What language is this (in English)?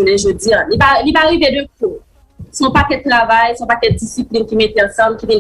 Haitian Creole